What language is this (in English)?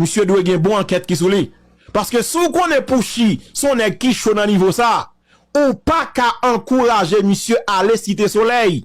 Haitian Creole